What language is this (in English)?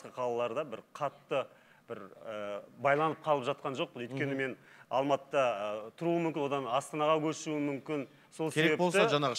Kazakh